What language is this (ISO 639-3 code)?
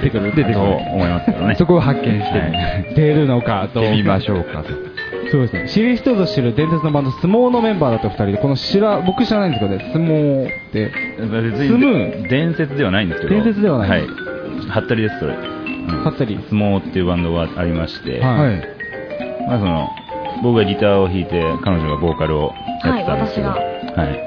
jpn